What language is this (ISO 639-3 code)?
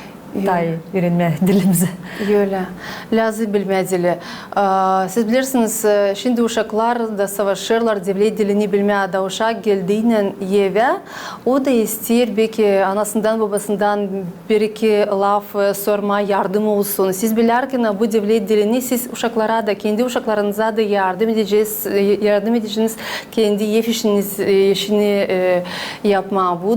gag